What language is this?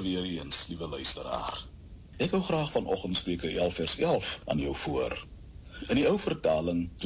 Afrikaans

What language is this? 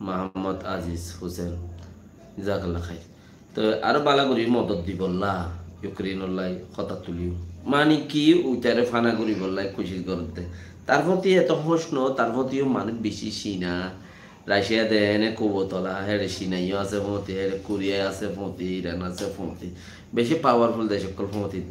Rohingya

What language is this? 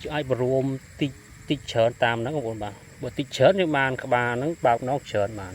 Khmer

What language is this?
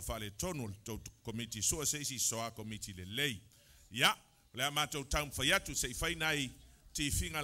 Samoan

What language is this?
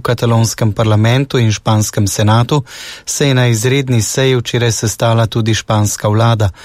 Slovenian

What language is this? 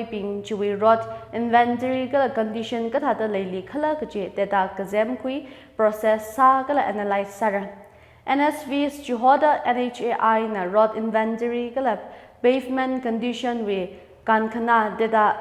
Tangkhul Naga (India)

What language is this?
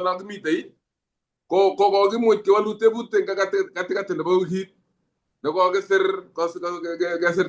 Kalenjin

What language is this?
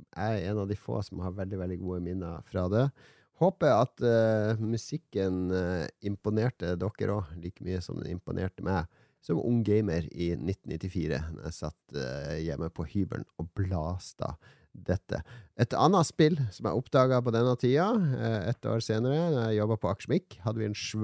Norwegian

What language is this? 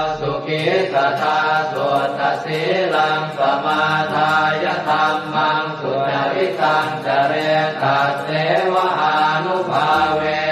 Pali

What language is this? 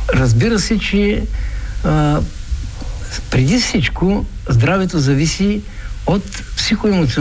Bulgarian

